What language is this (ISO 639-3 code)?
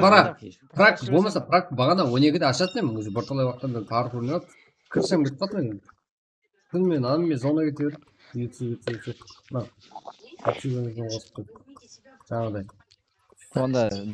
kaa